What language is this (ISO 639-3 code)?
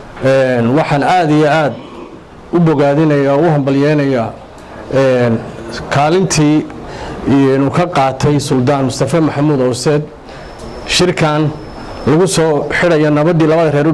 som